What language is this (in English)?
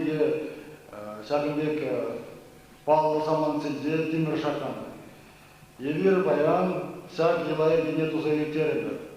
Chuvash